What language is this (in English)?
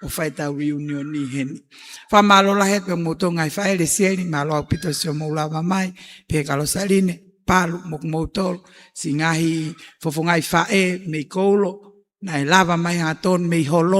Tongan